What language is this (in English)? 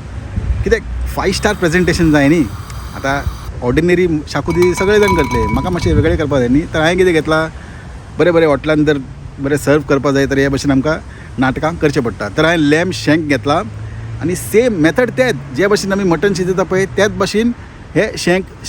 Konkani